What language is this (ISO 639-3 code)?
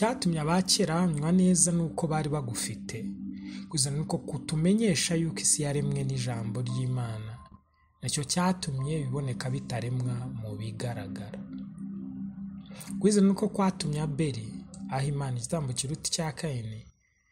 kin